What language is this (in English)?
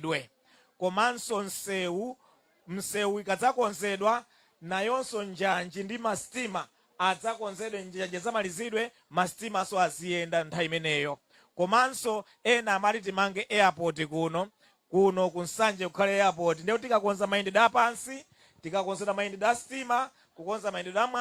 Nyanja